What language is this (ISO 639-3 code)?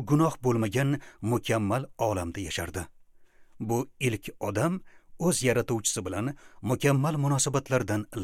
uzb